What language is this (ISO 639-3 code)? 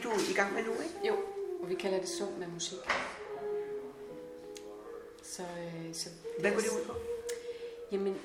dan